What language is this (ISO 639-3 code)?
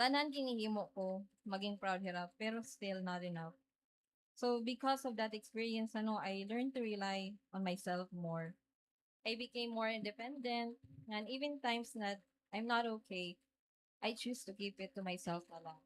war